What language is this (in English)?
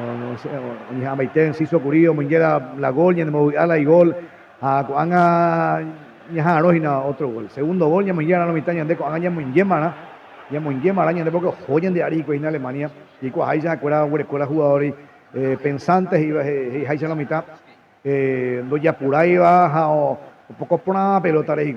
Guarani